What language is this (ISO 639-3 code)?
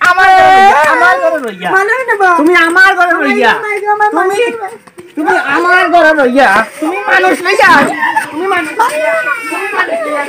syl